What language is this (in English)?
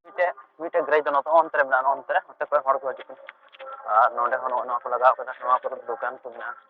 Santali